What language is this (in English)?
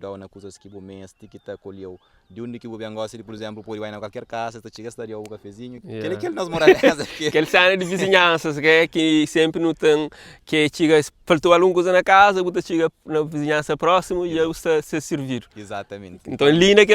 Kabuverdianu